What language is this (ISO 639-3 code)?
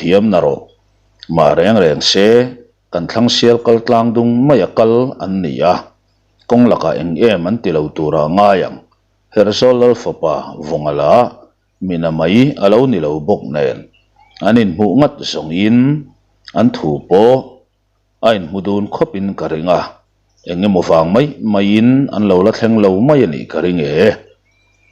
lus